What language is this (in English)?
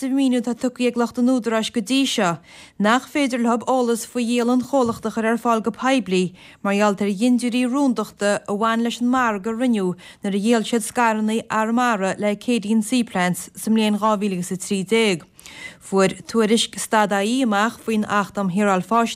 Irish